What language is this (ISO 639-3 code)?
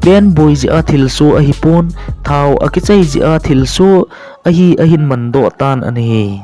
tcz